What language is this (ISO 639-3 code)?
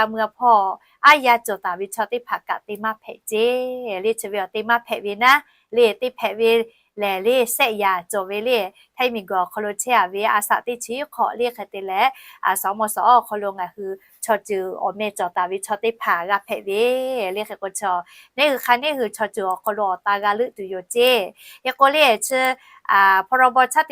lhu